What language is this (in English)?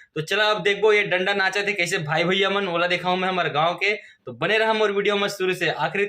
Chhattisgarhi